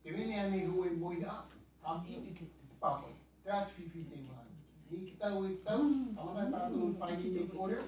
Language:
Tahitian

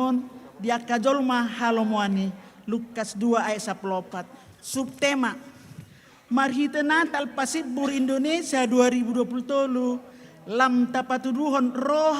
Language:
Batak Toba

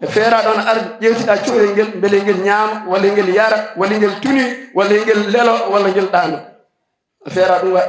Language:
Fula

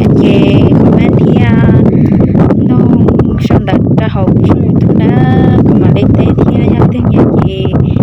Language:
Hmong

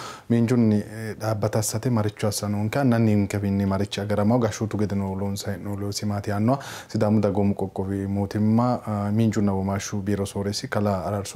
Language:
Sidamo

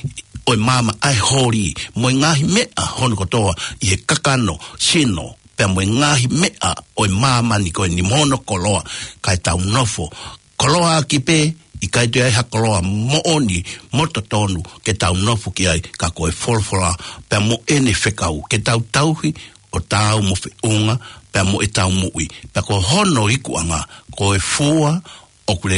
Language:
Tongan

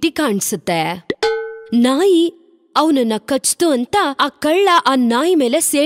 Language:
Kannada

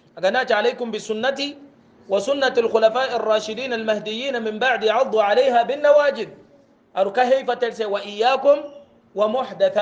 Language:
Hausa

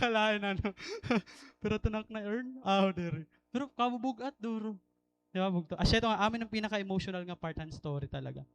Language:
Waray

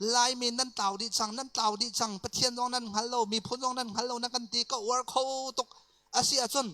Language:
Hakha Chin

